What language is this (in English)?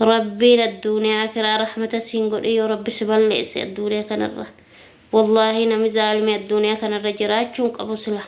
Oromo